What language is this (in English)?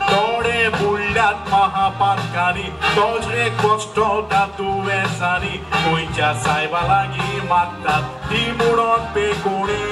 Konkani